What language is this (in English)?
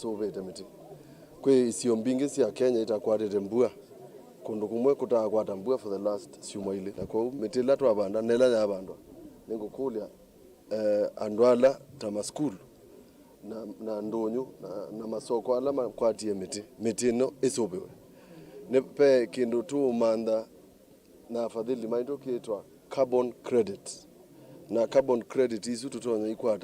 Kamba